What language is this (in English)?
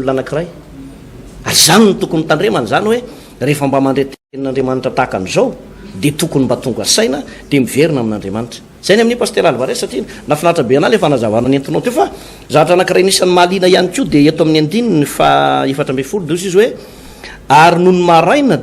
Malagasy